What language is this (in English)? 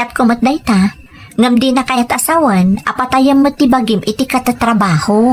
Iloko